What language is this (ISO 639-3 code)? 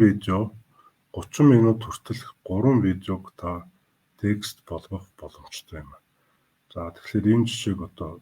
mon